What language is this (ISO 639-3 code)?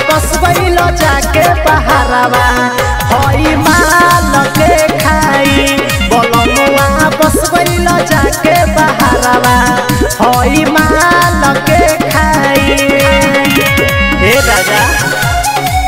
bho